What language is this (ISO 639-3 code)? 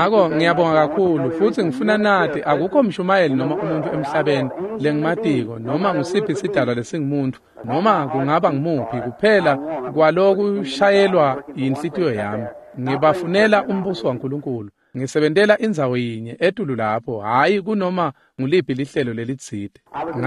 ssw